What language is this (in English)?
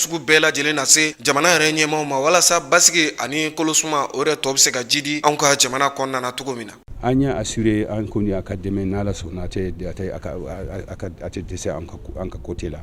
Bambara